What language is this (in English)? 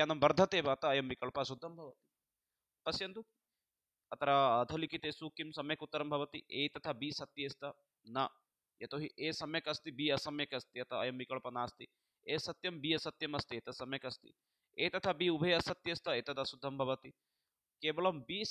Sanskrit